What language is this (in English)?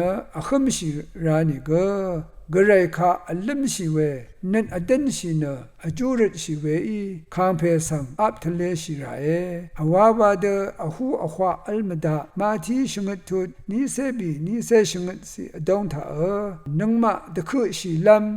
Rawang